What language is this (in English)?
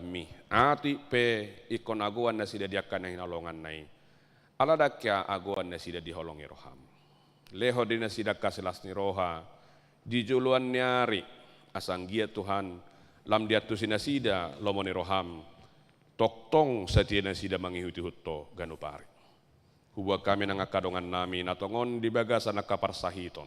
Batak Toba